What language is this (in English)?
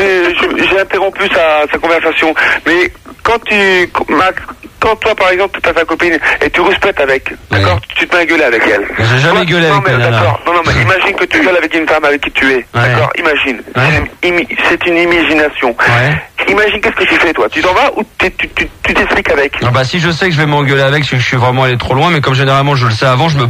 French